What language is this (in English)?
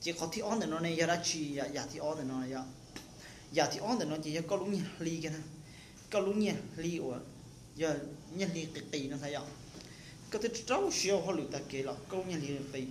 Hmong